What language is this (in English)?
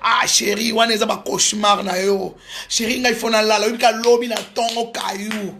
Lingala